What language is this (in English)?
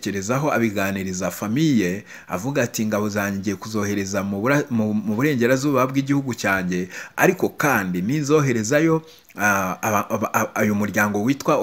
Kinyarwanda